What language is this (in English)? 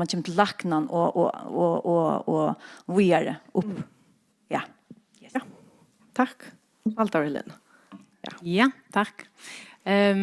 Faroese